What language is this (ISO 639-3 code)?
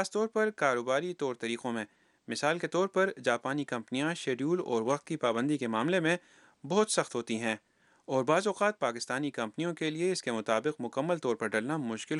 urd